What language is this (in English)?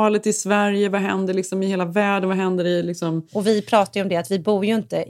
Swedish